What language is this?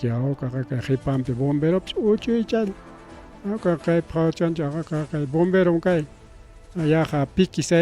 Ayacucho Quechua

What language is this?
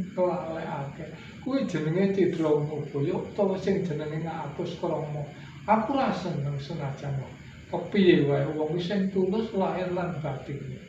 Javanese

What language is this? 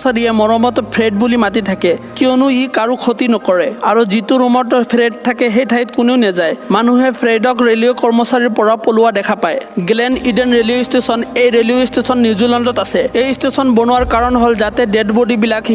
Assamese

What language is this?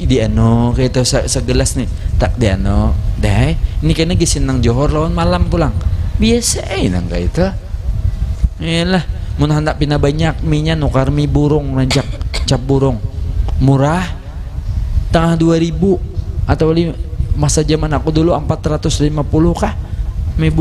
Banjar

